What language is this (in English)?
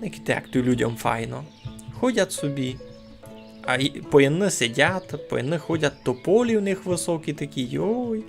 Rusyn